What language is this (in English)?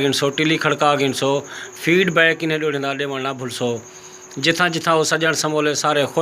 Saraiki